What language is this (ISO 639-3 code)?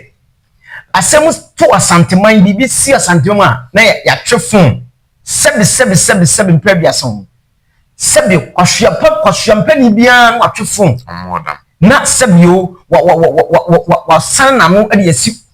aka